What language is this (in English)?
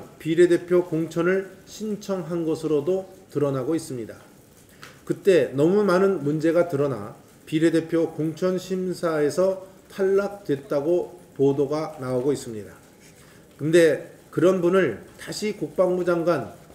Korean